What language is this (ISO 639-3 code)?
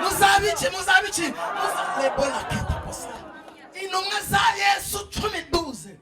kin